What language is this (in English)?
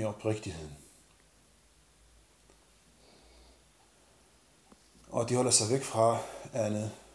Danish